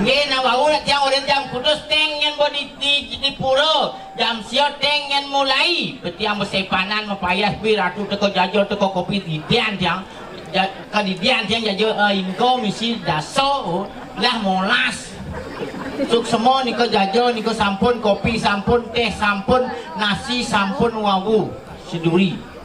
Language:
Balinese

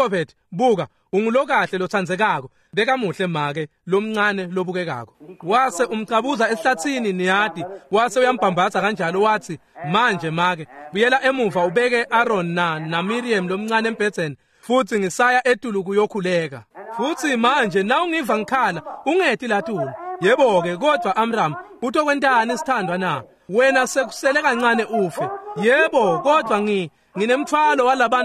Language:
Swati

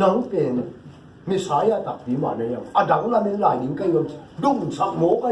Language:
Tedim Chin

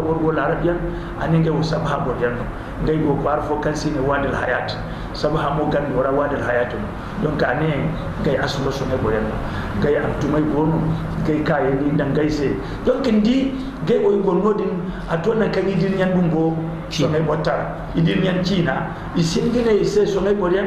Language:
Zarma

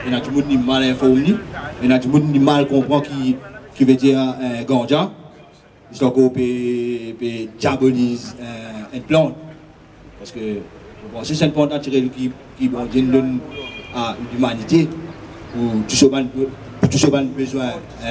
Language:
Morisyen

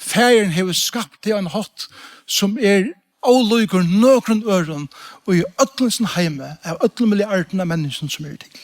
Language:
Faroese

